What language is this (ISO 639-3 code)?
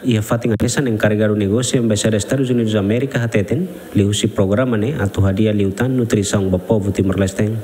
tet